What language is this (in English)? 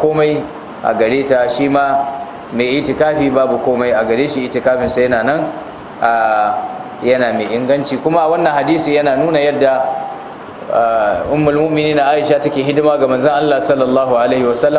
Hausa